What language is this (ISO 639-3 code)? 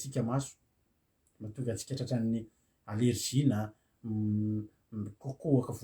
mlg